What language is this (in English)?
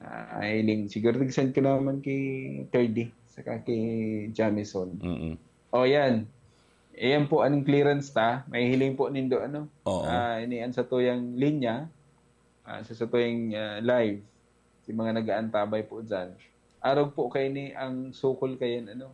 Bikol